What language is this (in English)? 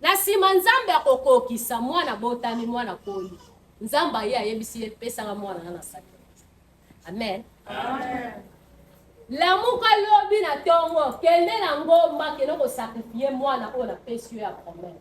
Lingala